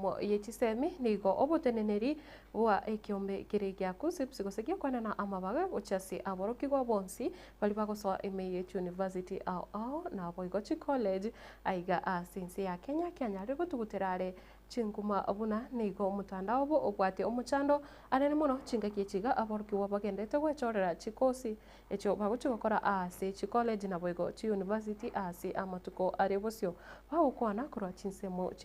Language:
Gusii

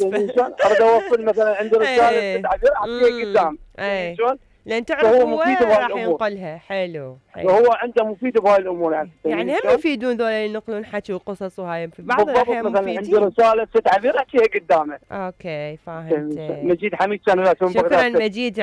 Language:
Mesopotamian Arabic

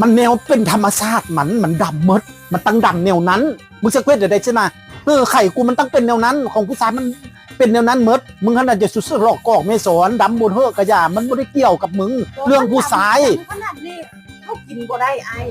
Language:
Northeastern Thai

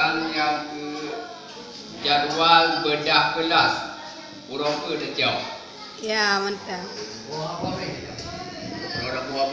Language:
Achinese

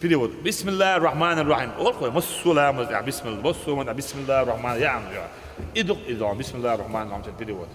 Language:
Chechen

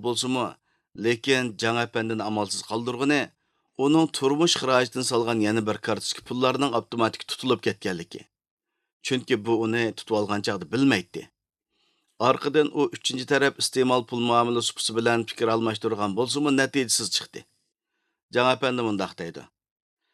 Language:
Uyghur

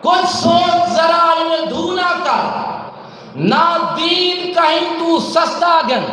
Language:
Saraiki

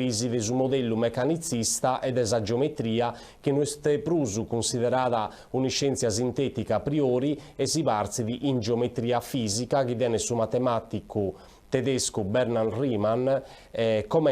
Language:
Sardinian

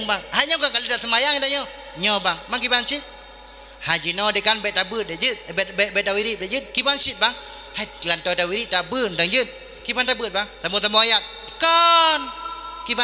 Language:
Achinese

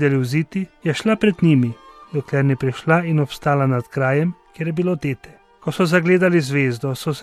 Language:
Slovenian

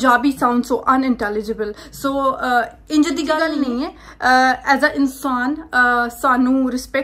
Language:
Punjabi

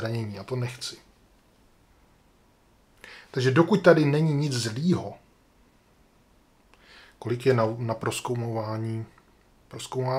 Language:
Czech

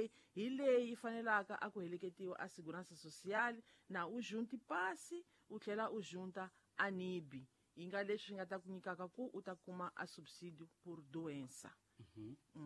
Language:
Tsonga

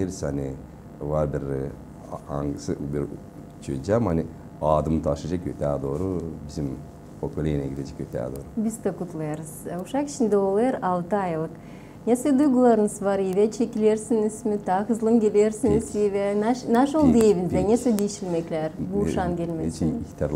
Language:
Gagauz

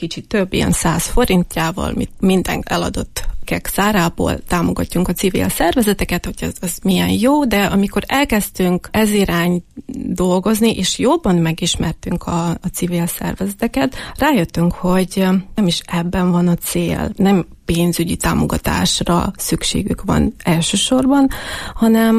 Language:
Hungarian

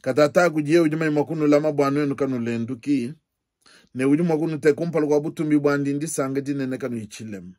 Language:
Luba-Lulua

